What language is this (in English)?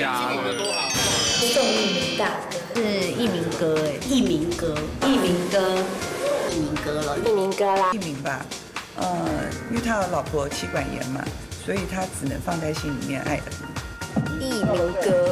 Chinese